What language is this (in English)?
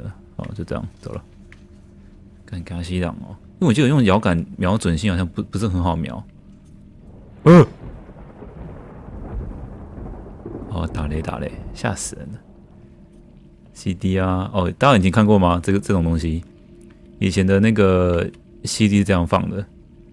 Chinese